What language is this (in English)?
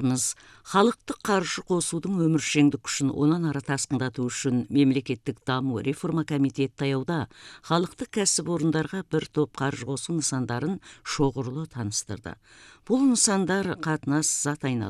Kazakh